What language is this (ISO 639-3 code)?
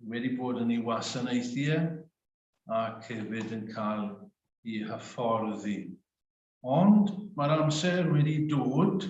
cym